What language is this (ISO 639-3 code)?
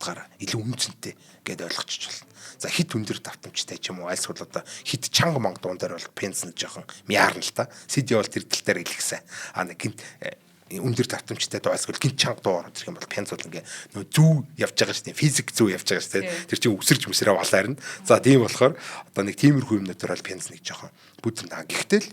mon